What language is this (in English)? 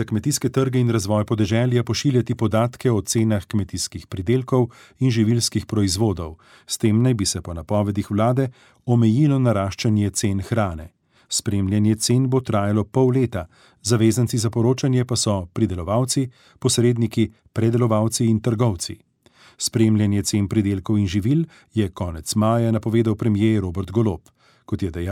Slovenian